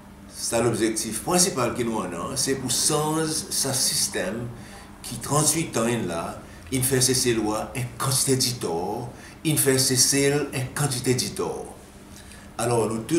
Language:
Seselwa Creole French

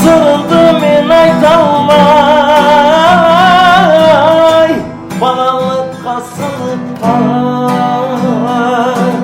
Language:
Kara-Kalpak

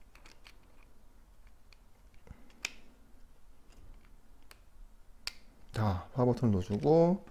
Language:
Korean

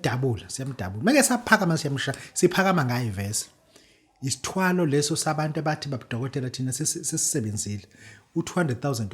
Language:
Zulu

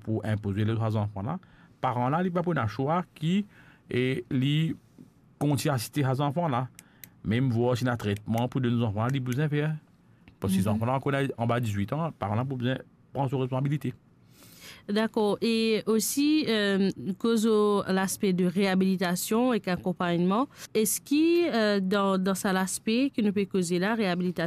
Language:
Morisyen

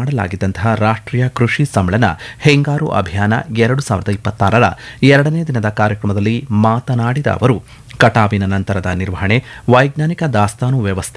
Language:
Kannada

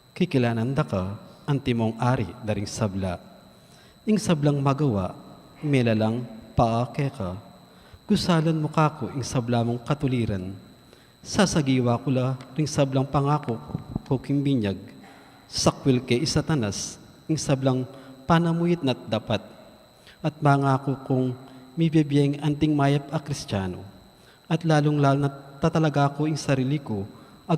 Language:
Pampanga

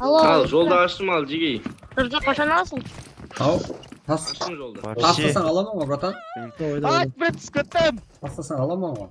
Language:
Kara-Kalpak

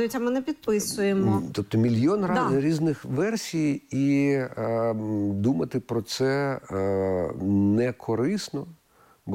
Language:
Ukrainian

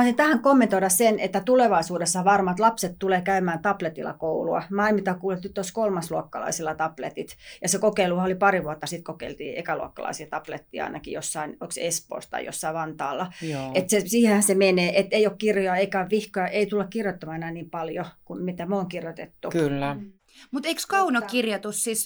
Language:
Finnish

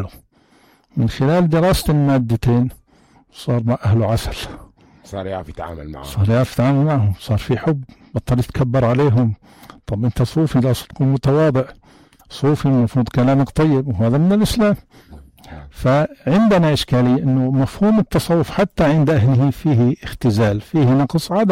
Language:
North Levantine Arabic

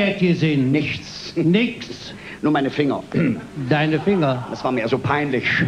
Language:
Colognian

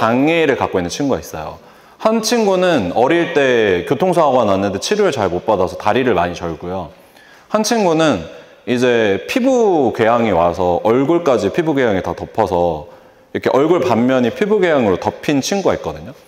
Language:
Korean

